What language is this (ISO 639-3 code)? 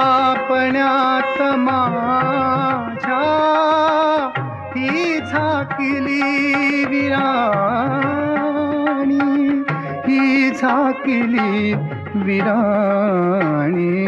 mar